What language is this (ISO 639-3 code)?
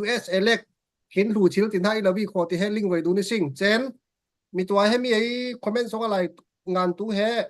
cfm